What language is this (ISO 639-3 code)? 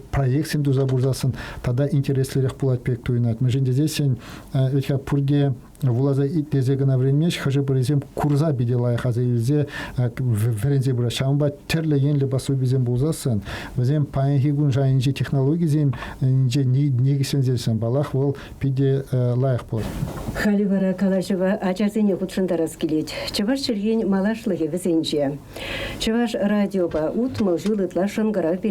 chv